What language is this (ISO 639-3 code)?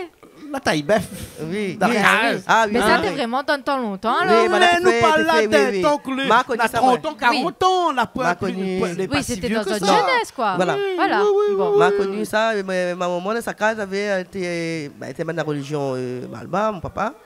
rcf